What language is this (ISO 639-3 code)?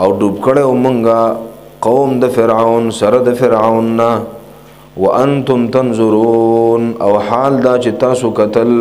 pus